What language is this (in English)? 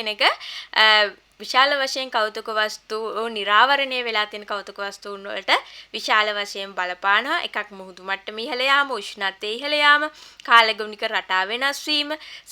Sinhala